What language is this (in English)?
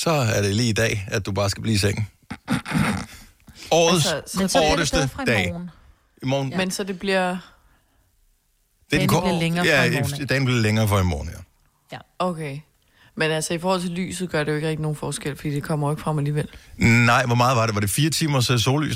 Danish